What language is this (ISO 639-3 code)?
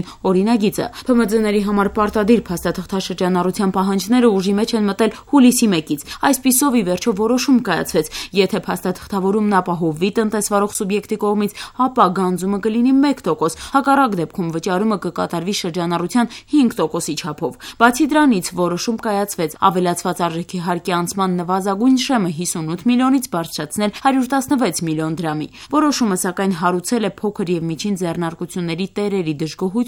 hye